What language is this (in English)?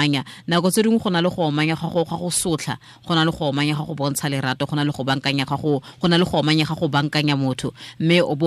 Tswana